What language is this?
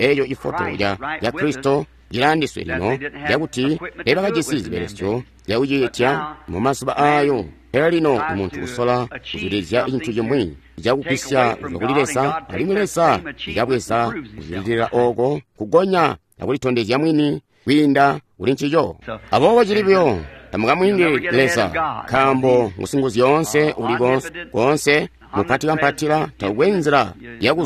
Tonga (Zambia)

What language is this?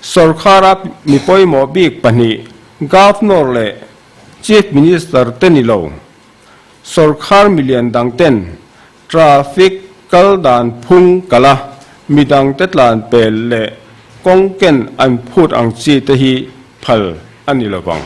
Mizo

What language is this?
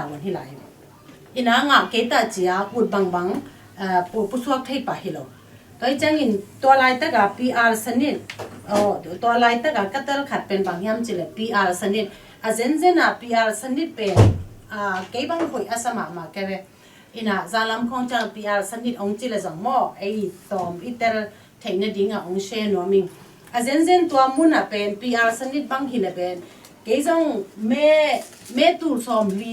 Tedim Chin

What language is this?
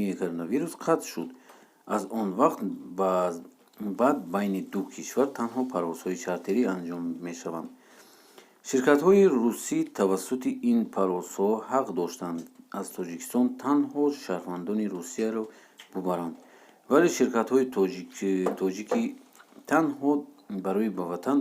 Tajik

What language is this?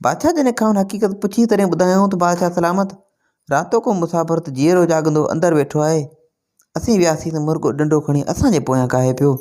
Sindhi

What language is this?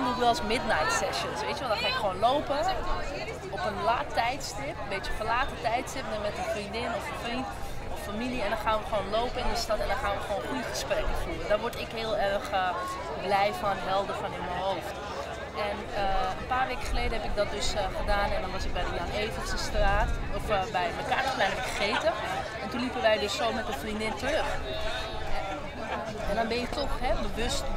Dutch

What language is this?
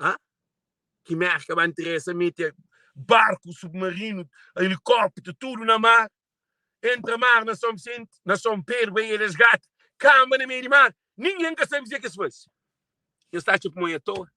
Kabuverdianu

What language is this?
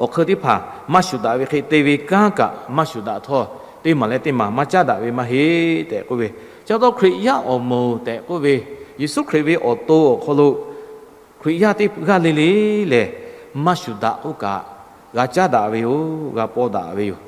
Lahu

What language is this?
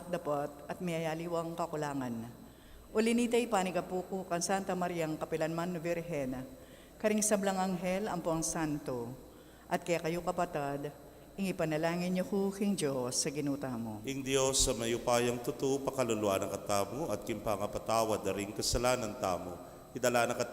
Pampanga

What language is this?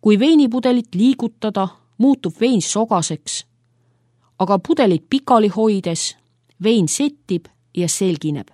Estonian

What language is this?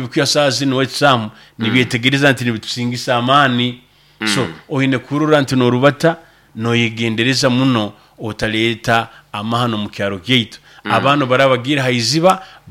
Nyoro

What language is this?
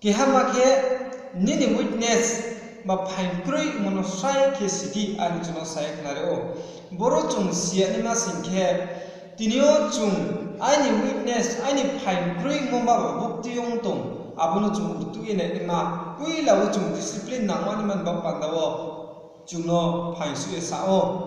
Riang (India)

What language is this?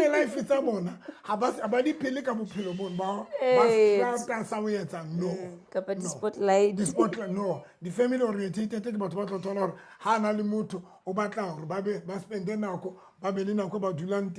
Southern Sotho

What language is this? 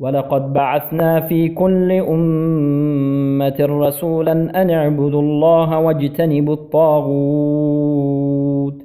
Persian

